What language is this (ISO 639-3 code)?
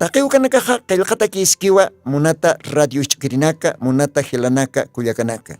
aym